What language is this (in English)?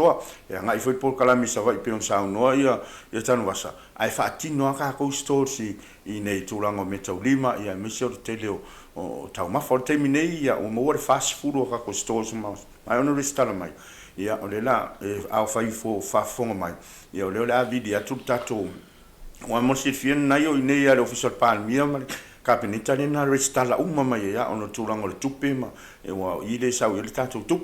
Samoan